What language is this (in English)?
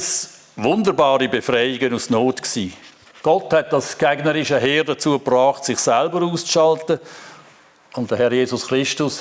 Swiss German